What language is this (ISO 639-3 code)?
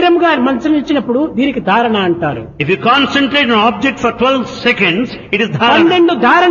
tel